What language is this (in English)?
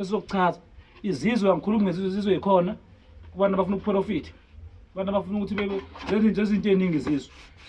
Zulu